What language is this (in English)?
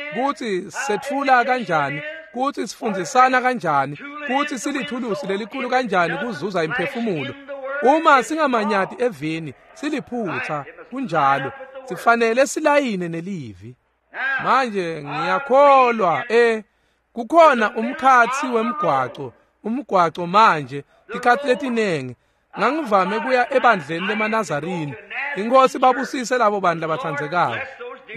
Swati